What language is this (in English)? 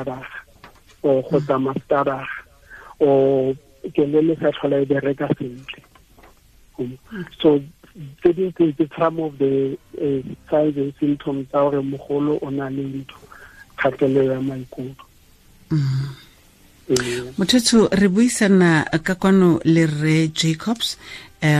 Tswana